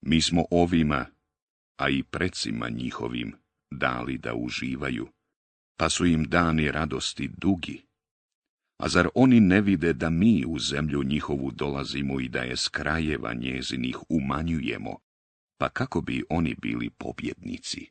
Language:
Bosnian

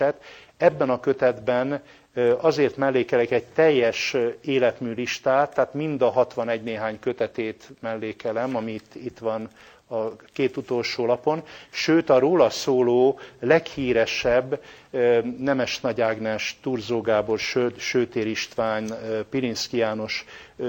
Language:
Hungarian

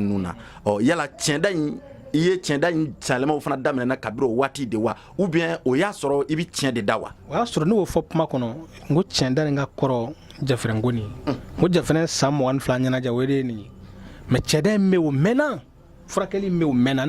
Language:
Bambara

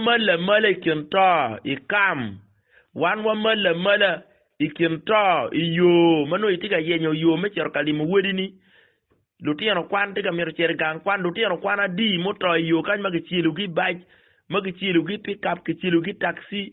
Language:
Acoli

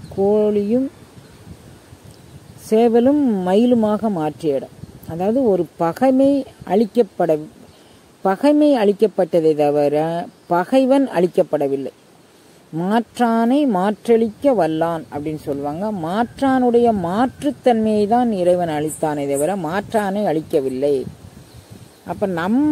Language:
Tamil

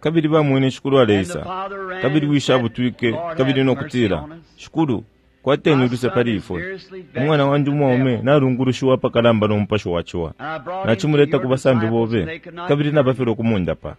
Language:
Bemba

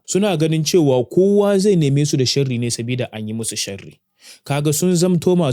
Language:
Hausa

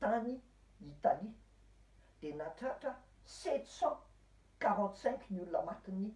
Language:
Malagasy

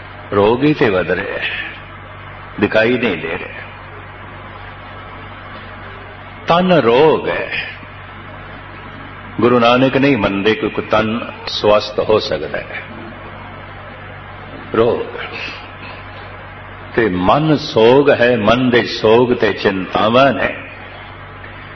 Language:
Punjabi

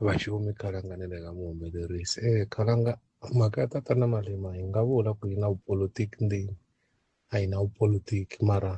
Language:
Tsonga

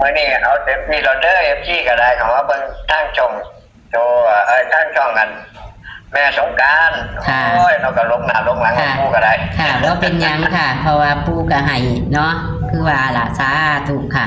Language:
Northeastern Thai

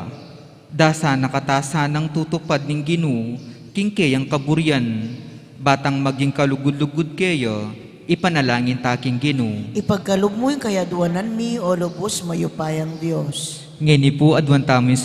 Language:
Pampanga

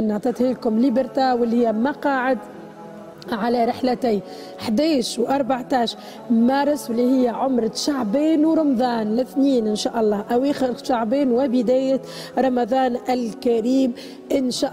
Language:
Tunisian Arabic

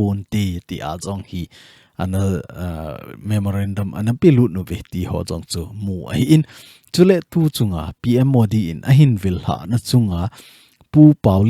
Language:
Thado Chin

